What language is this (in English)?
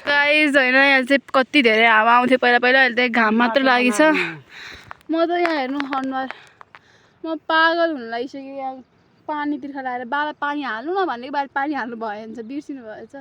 Nepali